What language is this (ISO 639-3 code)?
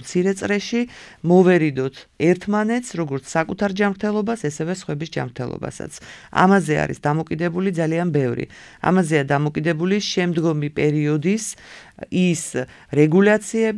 kat